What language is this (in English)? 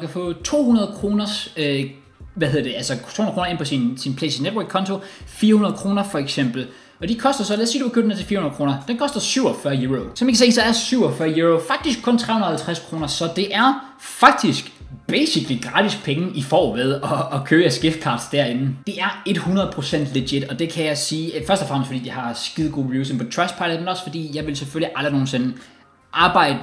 Danish